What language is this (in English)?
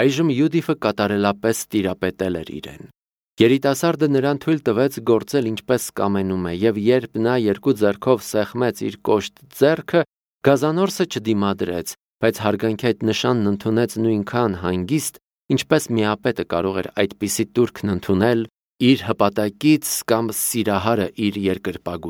Armenian